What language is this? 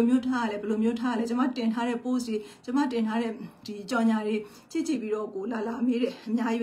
Burmese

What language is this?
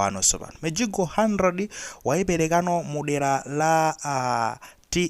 Nyanja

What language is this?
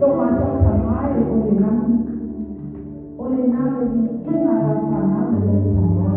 Samoan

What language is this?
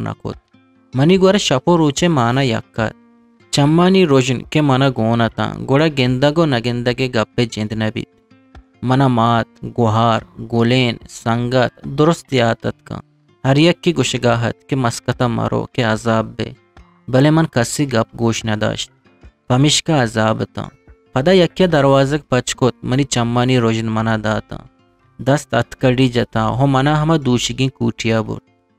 Eastern Balochi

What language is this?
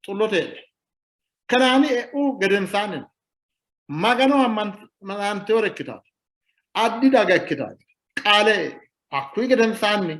Sidamo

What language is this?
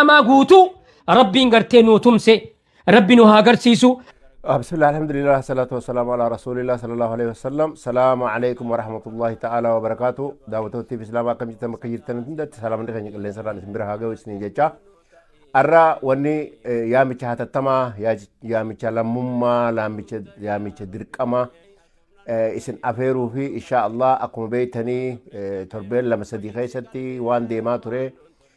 Oromo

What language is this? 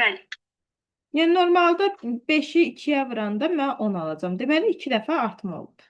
Azerbaijani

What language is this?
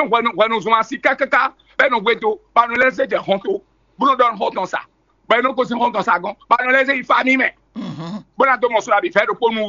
Fon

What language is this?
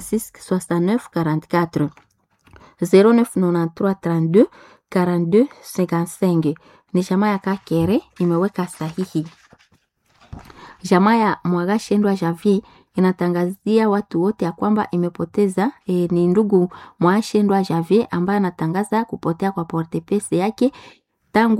Swahili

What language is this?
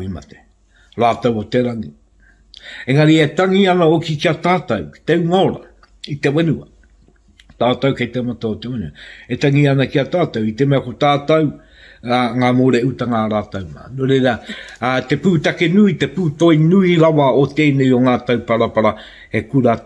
Māori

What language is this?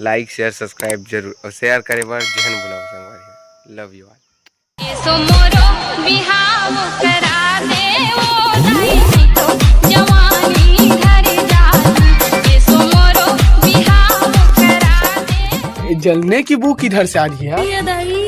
Chhattisgarhi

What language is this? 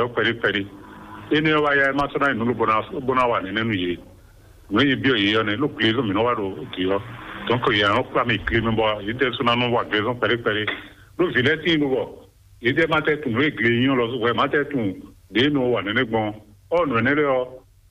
Fon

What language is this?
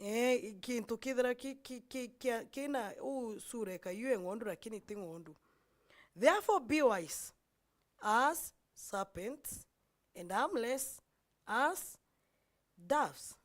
Meru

